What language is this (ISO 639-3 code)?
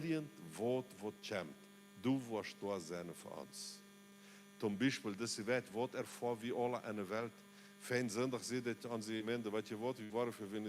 pdt